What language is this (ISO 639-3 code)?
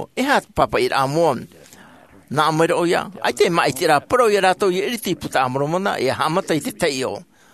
tah